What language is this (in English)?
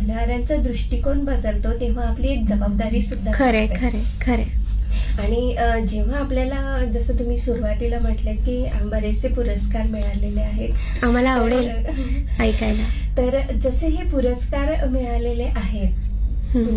Marathi